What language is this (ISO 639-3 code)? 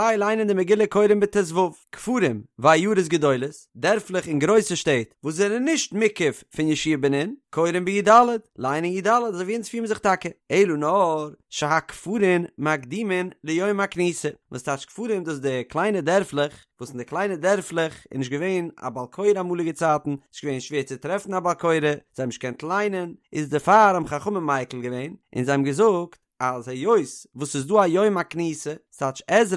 yid